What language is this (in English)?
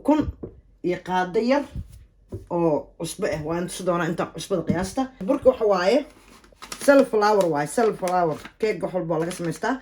Somali